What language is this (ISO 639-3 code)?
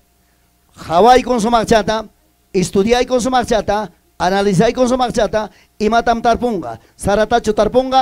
quy